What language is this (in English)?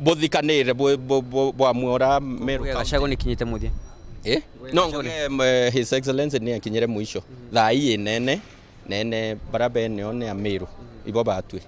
Meru